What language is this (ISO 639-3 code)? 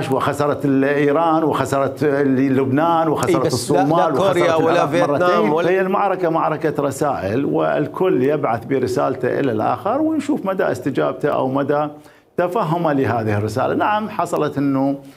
acm